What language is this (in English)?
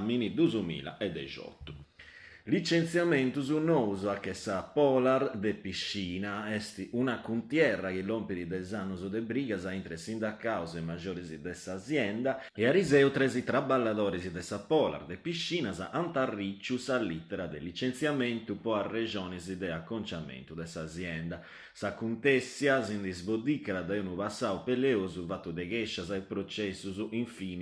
Sardinian